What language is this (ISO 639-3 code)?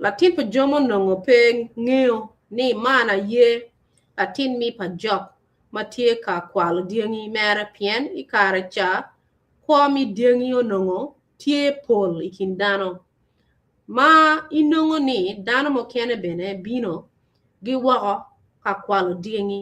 ach